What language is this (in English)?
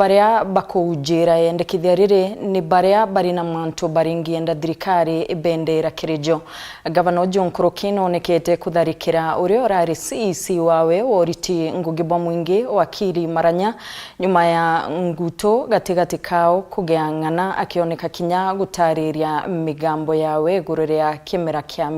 Meru